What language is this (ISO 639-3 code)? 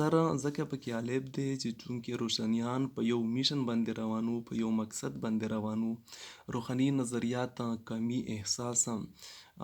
pus